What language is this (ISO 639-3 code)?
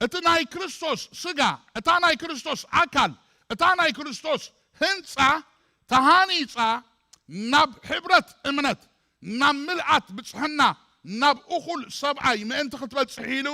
tir